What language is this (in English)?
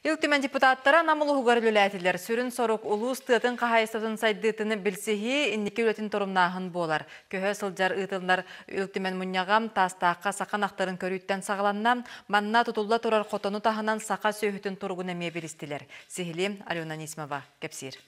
Yakut